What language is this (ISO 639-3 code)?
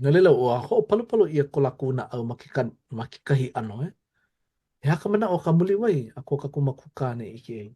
haw